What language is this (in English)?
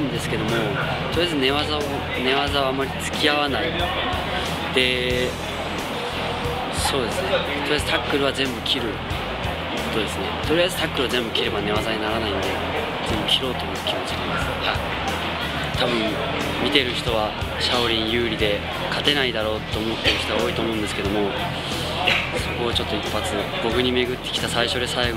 Japanese